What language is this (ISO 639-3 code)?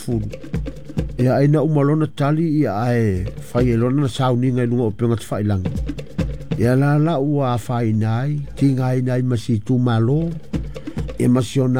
smo